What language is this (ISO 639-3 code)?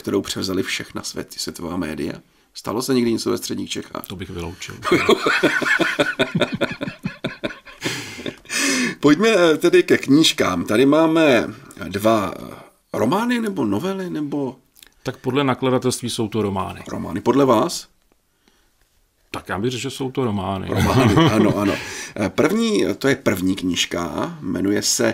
ces